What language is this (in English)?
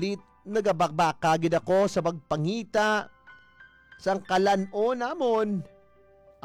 Hiligaynon